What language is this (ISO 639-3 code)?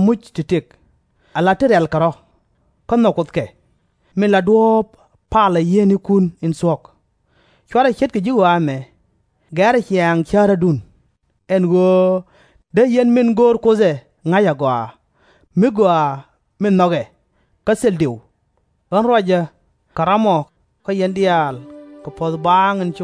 nus